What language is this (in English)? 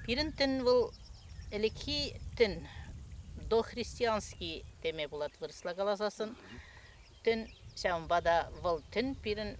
Chuvash